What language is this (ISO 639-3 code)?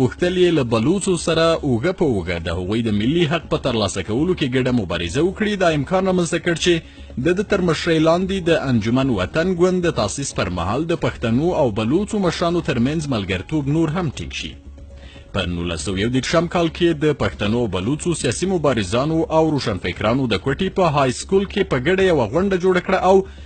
pus